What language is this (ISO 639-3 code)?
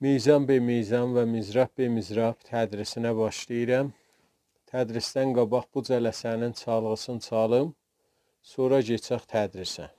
azb